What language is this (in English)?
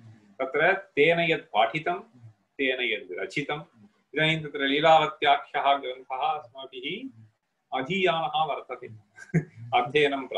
Sanskrit